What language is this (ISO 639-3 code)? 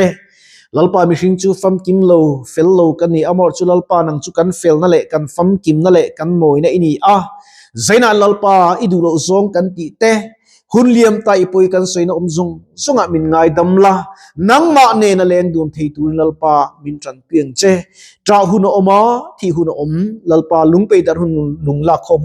lus